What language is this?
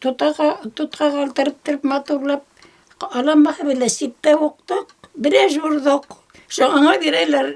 Bashkir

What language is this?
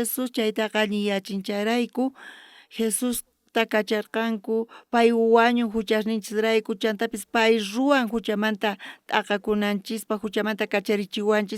South Bolivian Quechua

